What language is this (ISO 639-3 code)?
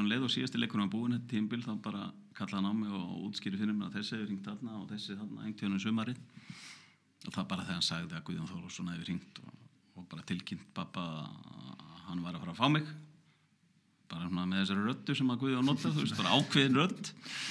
isl